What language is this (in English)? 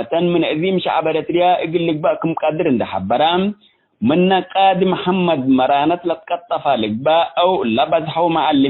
Tigre